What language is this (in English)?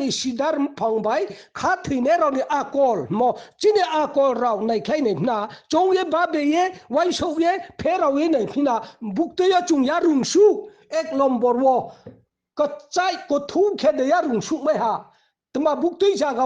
Riang (India)